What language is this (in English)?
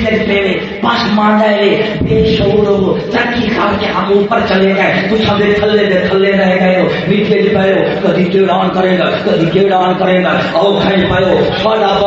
Saraiki